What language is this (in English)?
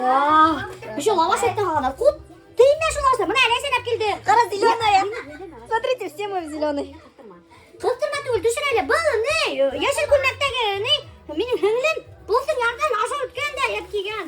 Bashkir